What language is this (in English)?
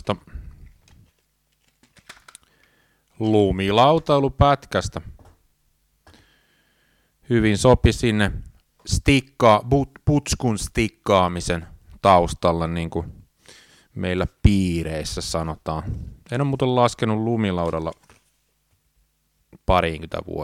Finnish